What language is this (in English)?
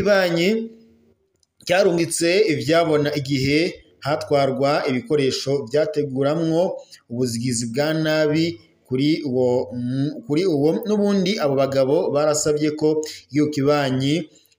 Rundi